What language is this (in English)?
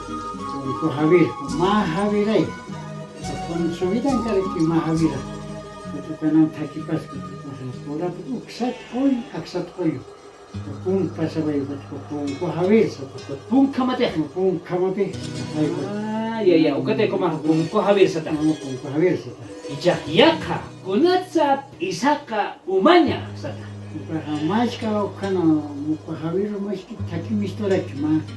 Aymara